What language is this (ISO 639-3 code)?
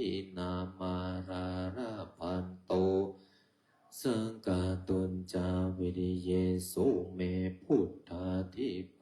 pli